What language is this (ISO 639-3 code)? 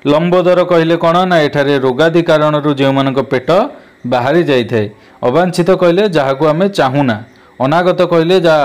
ori